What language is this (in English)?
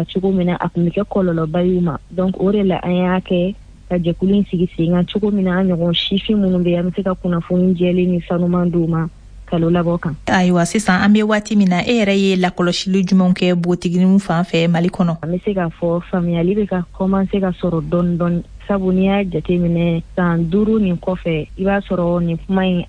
Bambara